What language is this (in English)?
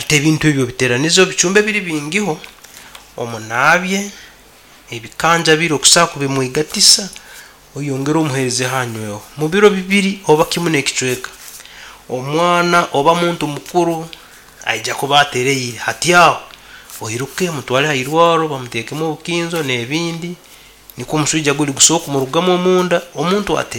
Nyankole